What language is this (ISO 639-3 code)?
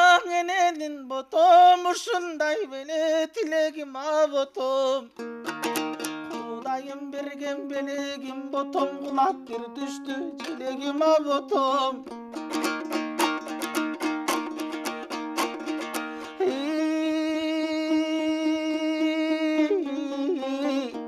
kir